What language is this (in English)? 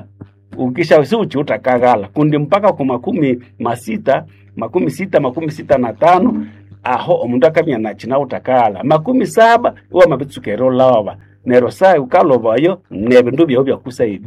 Nande